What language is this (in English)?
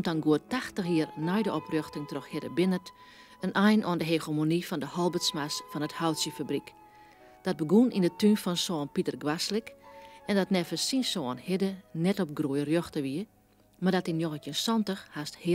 Western Frisian